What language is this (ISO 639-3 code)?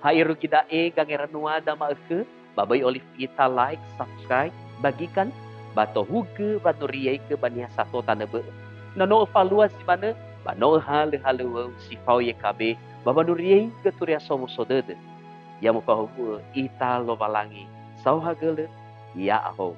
nia